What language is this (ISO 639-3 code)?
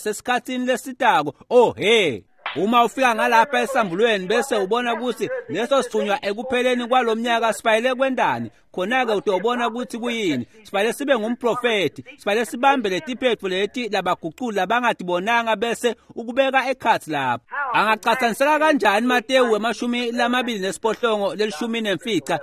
ssw